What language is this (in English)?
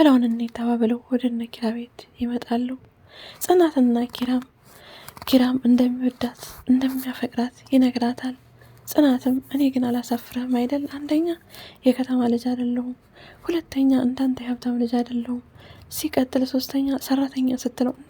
Amharic